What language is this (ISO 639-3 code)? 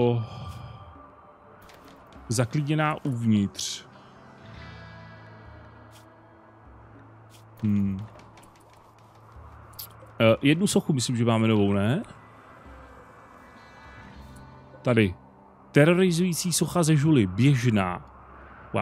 ces